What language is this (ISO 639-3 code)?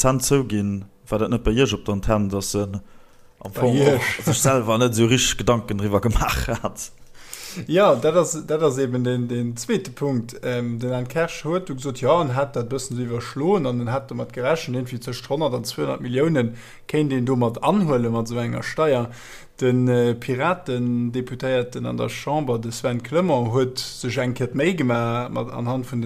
ltz